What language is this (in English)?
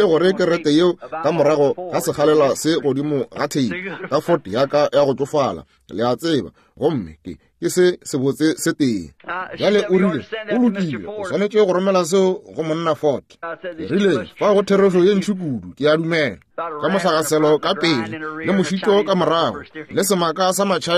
Northern Sotho